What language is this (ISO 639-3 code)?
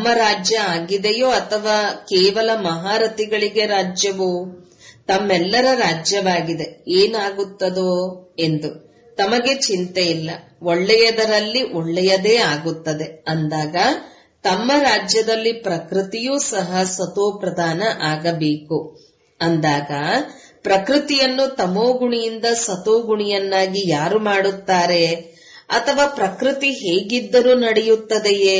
kan